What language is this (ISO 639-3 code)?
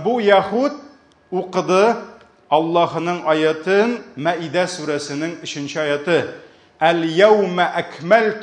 tat